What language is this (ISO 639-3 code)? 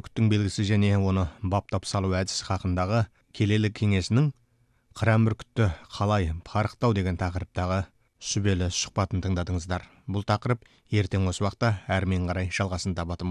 kaz